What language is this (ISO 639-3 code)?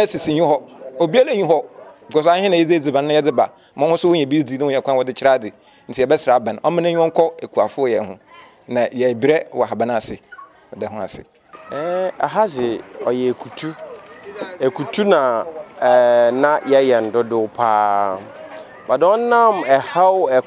aka